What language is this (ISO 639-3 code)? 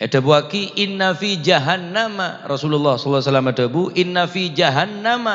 mad